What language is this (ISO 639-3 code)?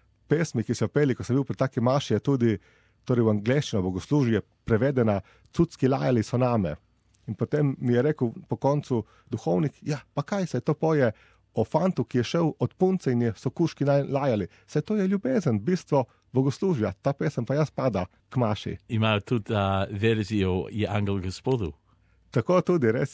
slv